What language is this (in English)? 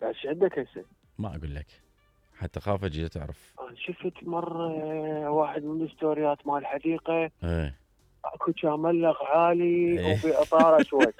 Mesopotamian Arabic